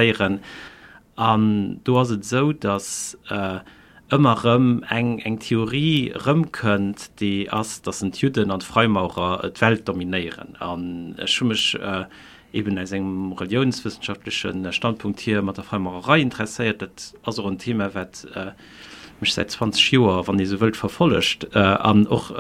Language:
Luxembourgish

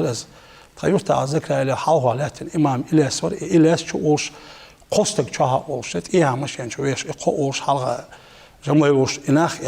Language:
Chechen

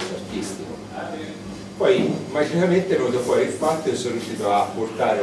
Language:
Italian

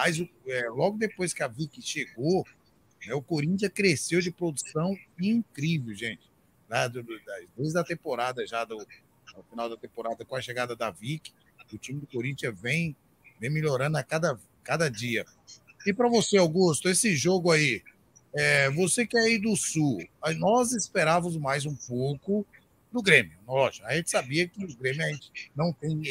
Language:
Portuguese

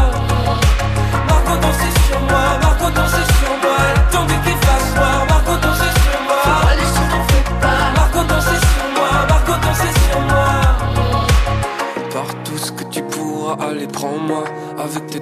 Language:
French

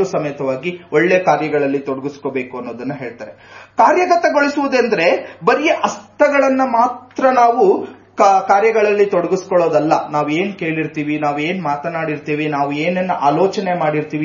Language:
Kannada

